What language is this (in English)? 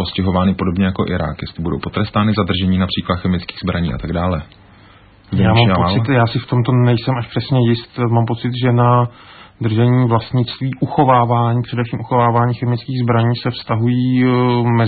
Czech